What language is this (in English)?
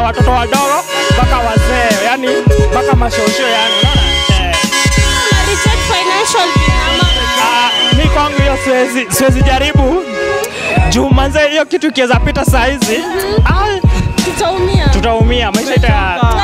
Swahili